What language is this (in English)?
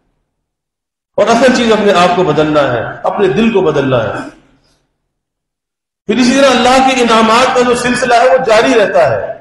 Urdu